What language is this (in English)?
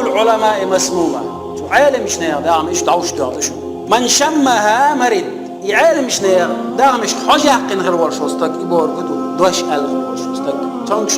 Chechen